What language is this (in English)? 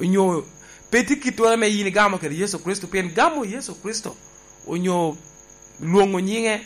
Lango (Uganda)